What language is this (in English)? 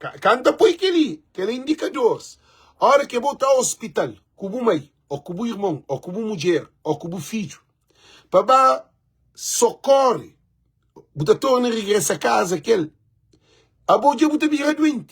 Kabuverdianu